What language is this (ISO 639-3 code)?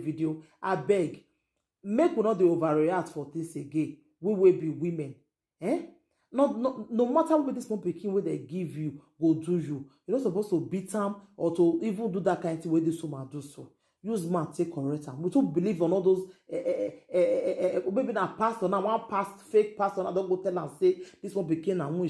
pcm